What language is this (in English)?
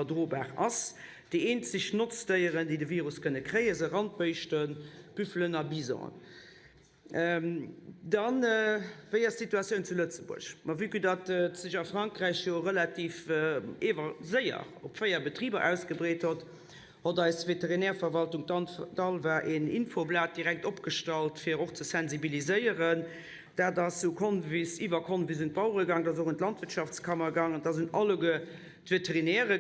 Luxembourgish